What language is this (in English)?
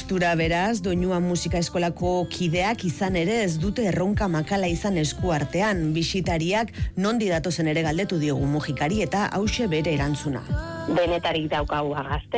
Basque